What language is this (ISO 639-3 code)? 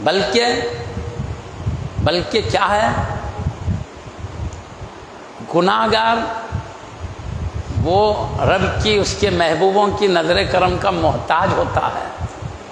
urd